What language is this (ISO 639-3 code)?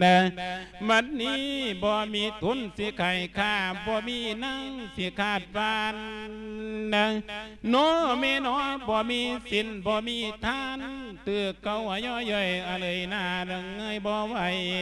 lao